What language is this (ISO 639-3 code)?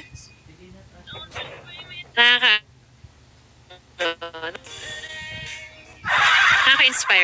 fil